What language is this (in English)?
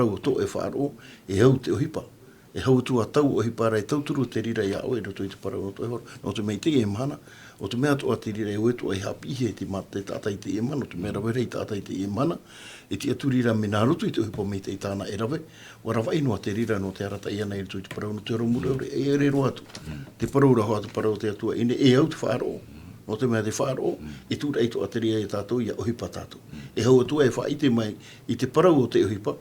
Tahitian